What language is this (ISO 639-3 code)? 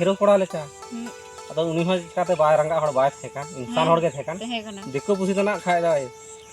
sat